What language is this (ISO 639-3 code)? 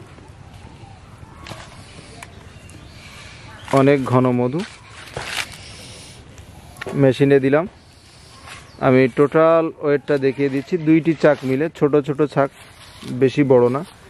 ben